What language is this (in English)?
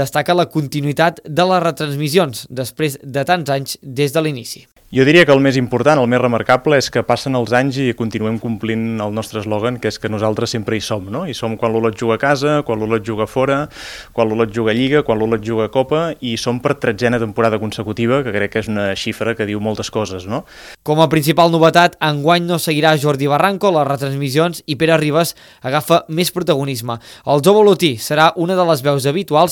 Catalan